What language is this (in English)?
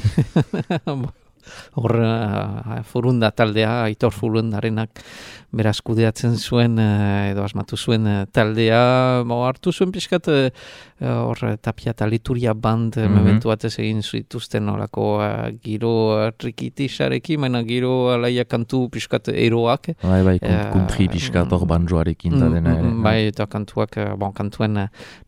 Basque